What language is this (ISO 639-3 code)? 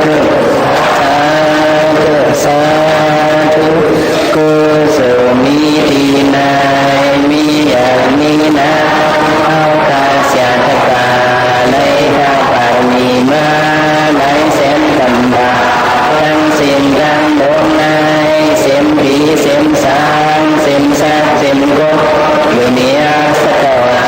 shn